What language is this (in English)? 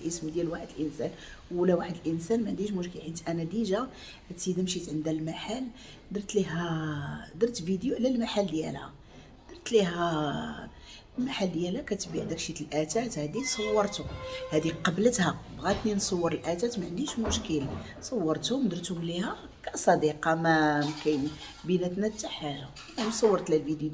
Moroccan Arabic